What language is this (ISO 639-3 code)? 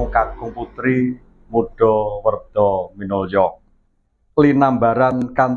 jav